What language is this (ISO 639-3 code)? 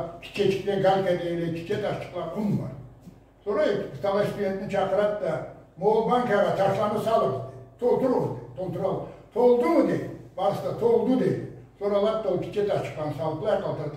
krc